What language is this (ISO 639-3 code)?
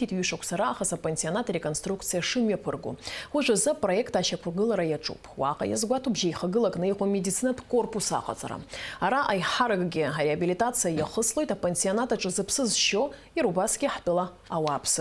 abk